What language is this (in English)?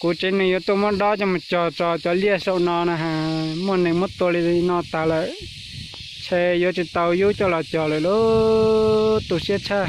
Hmong